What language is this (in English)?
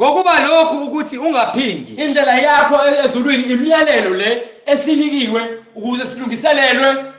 Zulu